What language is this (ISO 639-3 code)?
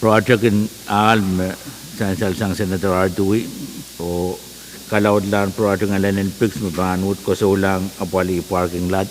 pon